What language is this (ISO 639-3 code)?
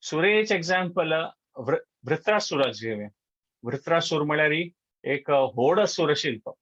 kok